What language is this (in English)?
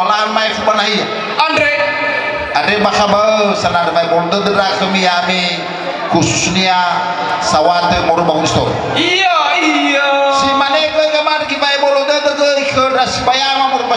Nias